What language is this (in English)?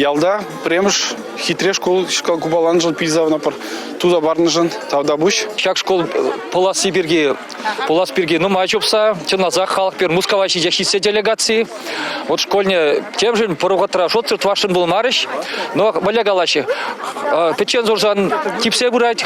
Chuvash